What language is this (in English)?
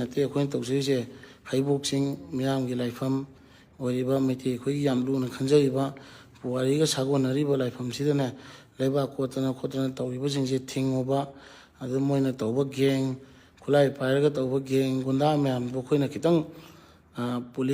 Manipuri